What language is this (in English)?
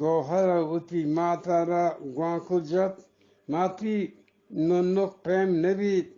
Eastern Balochi